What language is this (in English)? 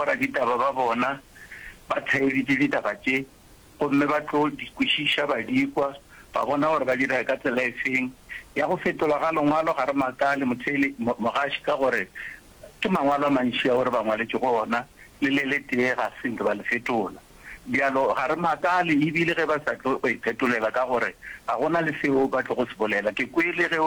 Northern Sotho